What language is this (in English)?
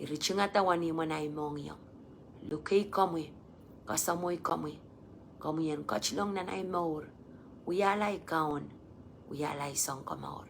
Pohnpeian